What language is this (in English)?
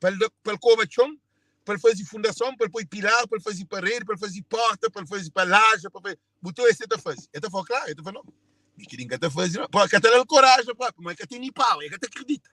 Kabuverdianu